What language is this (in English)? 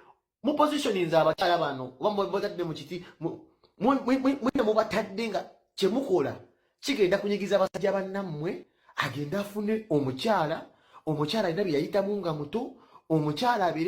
Ganda